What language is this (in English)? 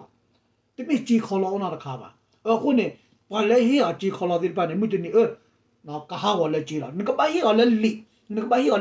S'gaw Karen